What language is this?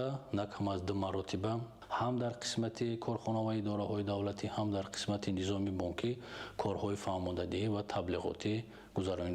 Tajik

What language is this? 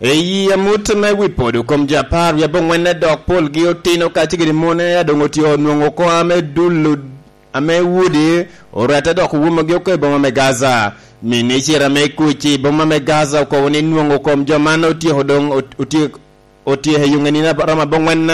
Lango (Uganda)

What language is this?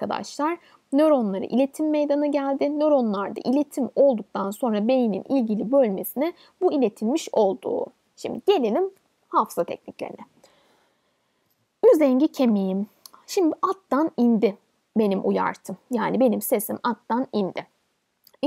Turkish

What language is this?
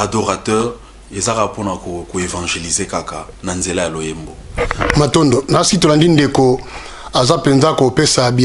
Lingala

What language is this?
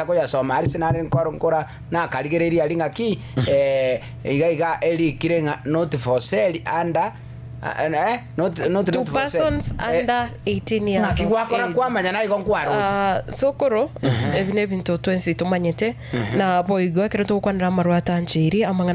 Gusii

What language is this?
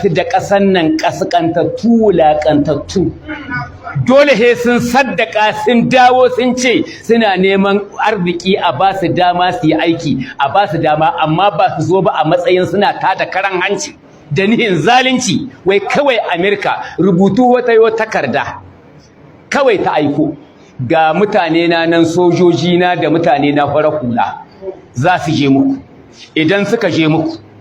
Hausa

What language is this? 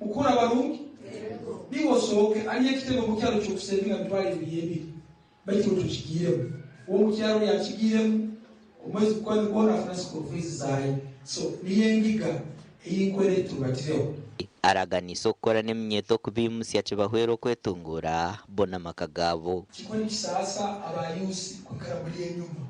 Nyankole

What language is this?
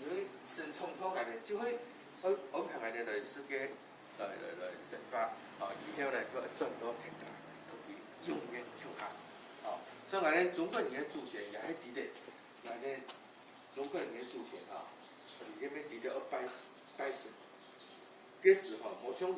Hakka Chinese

